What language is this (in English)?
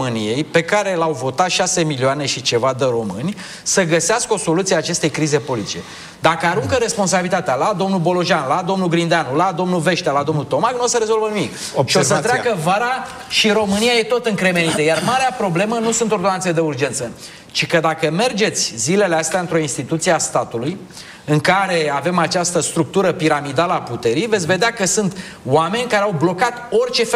Romanian